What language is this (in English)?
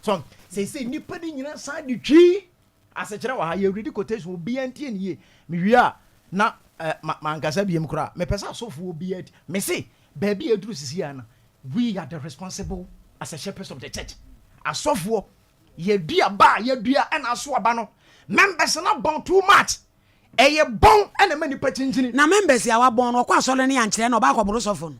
Akan